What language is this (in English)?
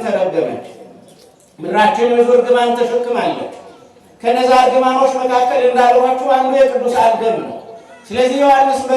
Amharic